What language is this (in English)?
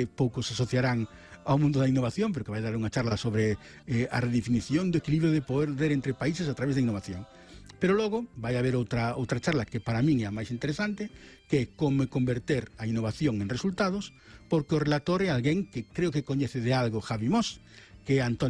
Galician